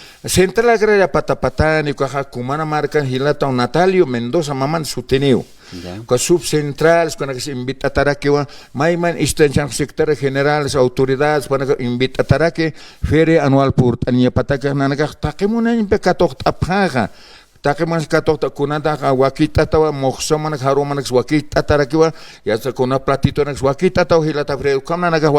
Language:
Aymara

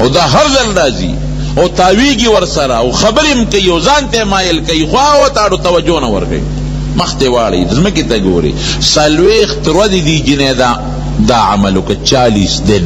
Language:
Pashto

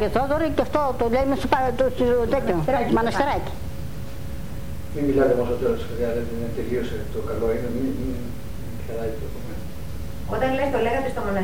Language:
Greek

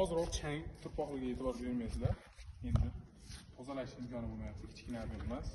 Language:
Uzbek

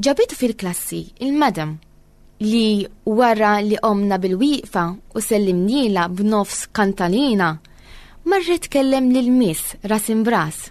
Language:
Maltese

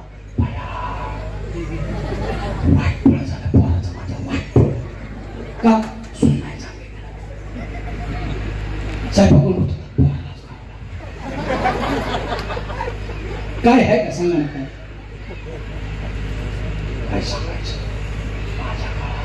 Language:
Marathi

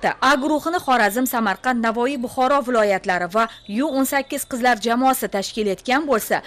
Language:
Uzbek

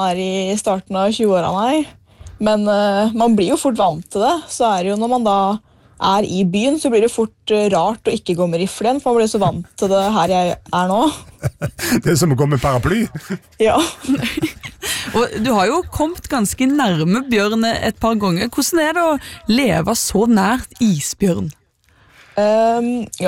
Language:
Norwegian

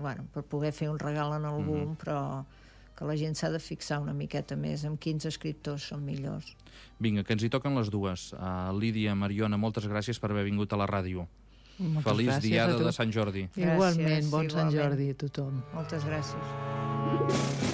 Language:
Catalan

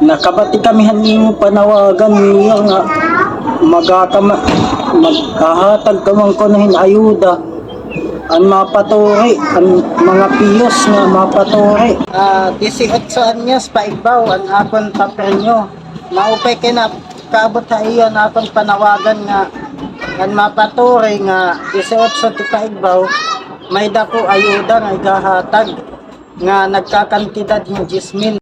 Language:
Waray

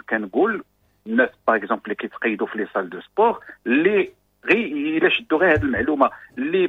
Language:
Moroccan Arabic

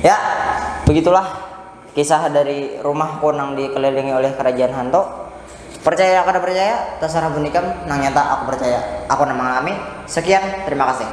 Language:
Banjar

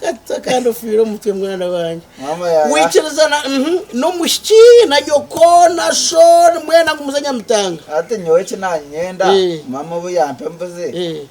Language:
Nyankole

